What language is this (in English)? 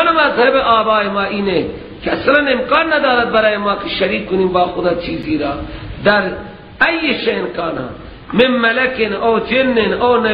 Persian